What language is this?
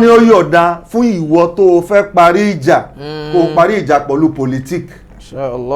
Yoruba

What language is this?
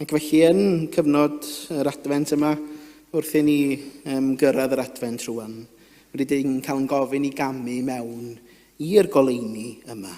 Welsh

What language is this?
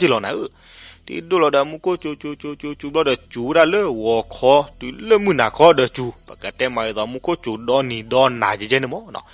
S'gaw Karen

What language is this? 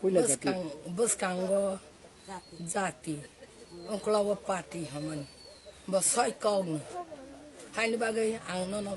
Kok Borok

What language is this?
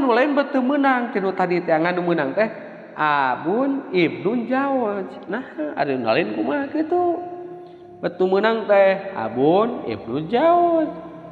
Sundanese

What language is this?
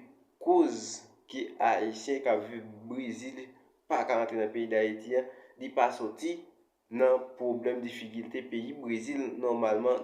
Haitian Creole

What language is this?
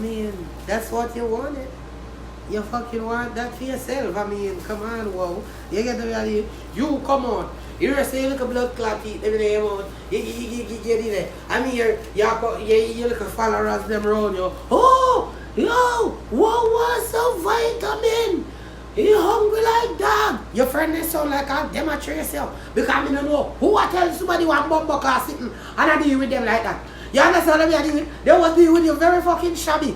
Jamaican Creole English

